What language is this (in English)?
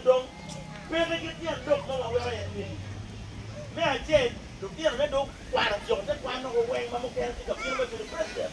Acoli